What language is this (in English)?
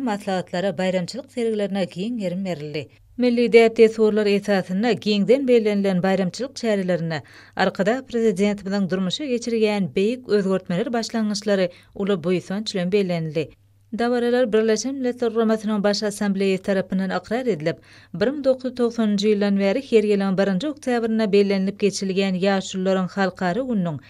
Turkmen